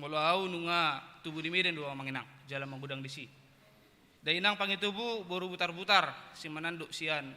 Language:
Batak Toba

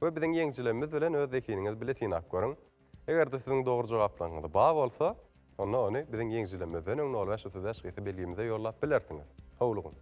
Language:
Turkmen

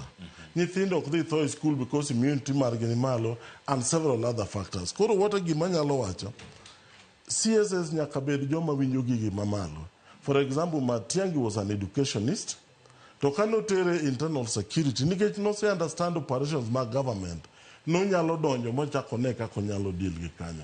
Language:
Luo (Kenya and Tanzania)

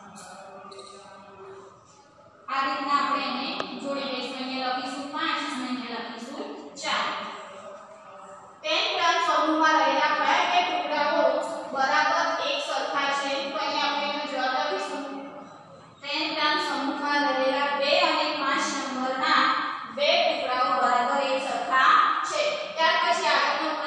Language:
Gujarati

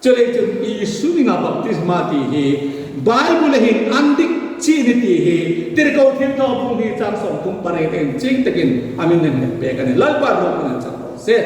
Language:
Hmar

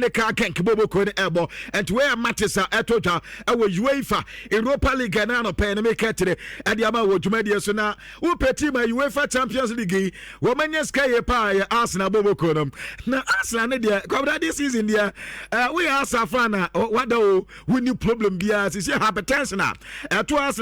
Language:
Akan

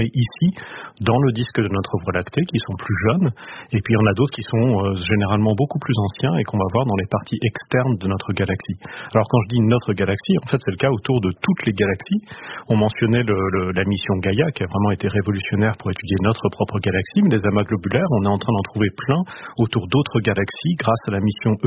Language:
French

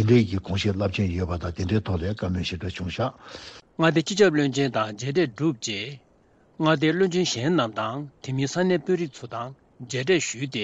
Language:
Tibetan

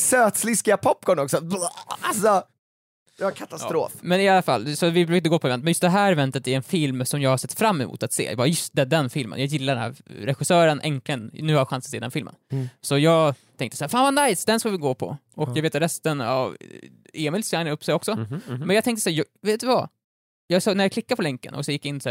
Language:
Swedish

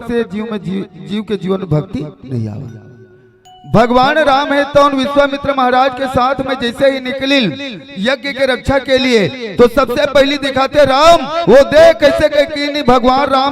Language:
Chhattisgarhi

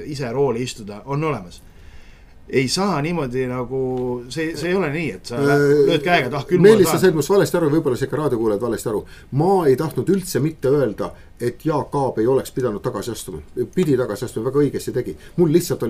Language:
Estonian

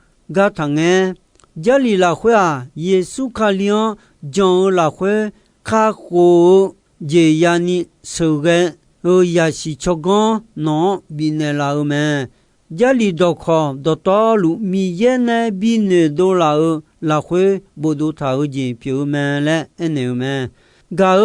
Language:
Akha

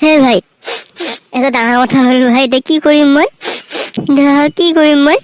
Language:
Assamese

